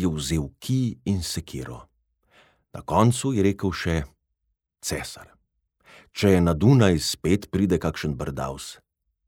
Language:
Slovenian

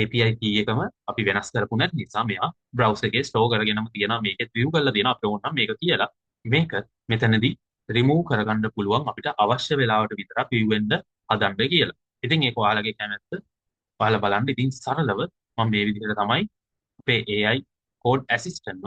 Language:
Sinhala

